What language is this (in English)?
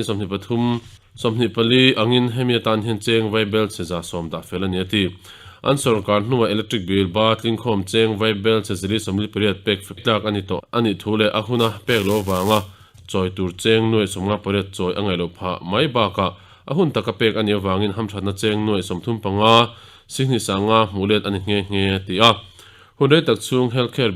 Mizo